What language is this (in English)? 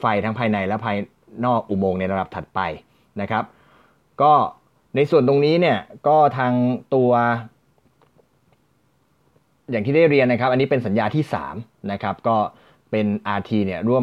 Thai